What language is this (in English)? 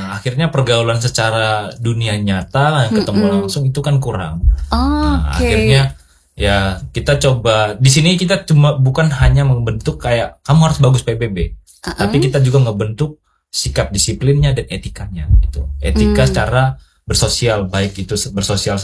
Indonesian